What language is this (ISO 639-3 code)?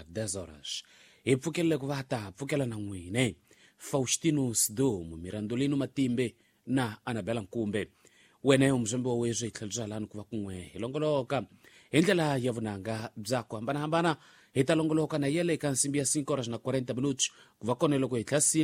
tso